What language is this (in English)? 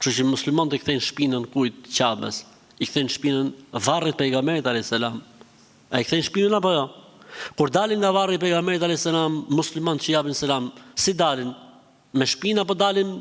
Albanian